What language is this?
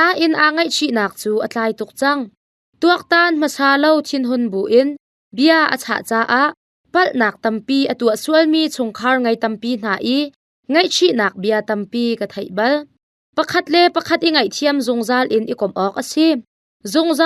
Hakha Chin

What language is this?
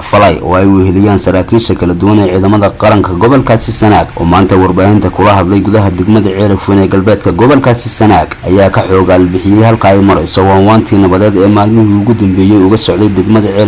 Somali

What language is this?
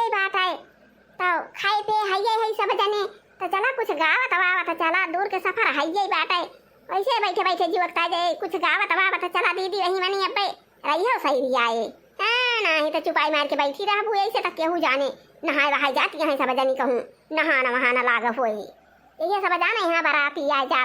Awadhi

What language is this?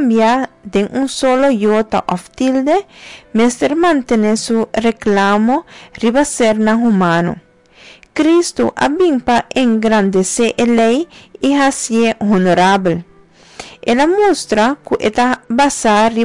Papiamento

